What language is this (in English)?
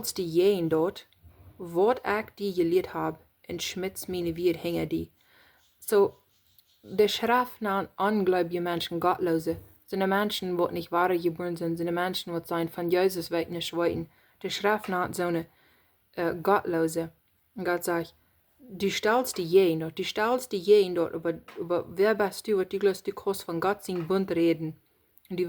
Plautdietsch